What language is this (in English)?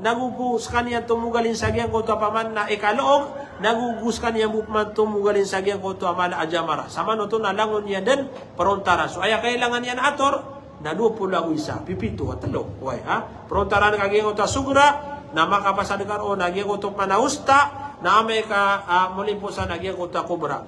Maranao